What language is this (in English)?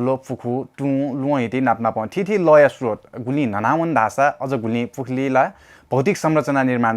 Newari